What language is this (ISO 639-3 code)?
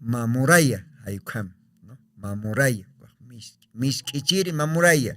aym